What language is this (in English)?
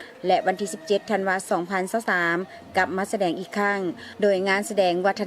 Lao